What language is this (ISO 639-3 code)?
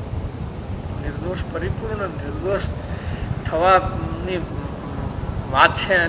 guj